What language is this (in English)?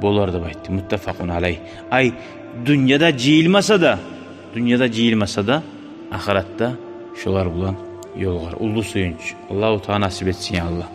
Kumyk